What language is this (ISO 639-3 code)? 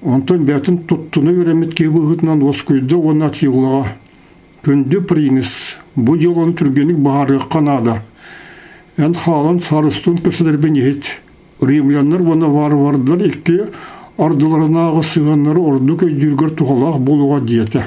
sah